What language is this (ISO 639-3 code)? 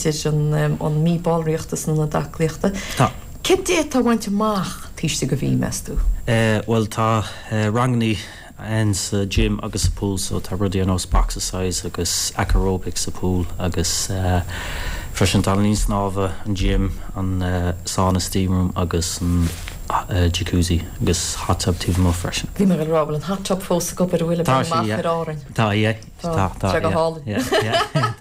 gle